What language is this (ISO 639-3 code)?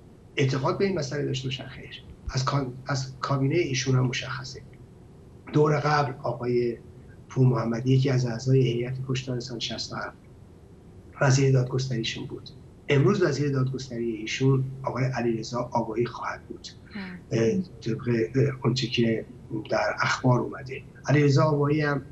fas